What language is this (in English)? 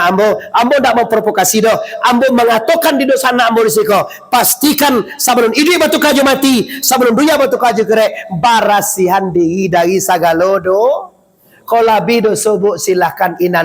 Minangkabau